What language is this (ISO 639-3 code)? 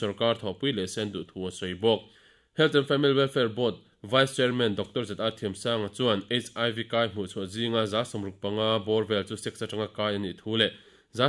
lus